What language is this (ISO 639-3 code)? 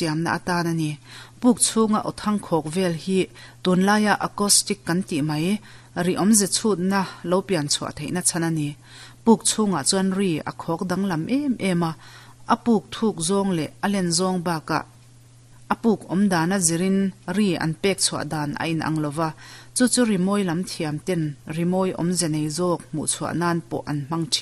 lus